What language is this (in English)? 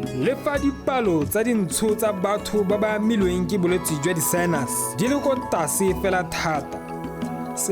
Tswana